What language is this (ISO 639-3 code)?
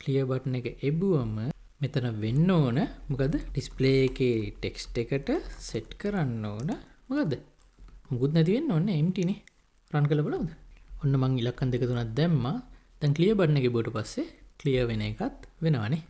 sin